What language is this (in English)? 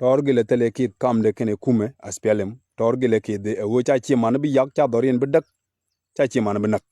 Nuer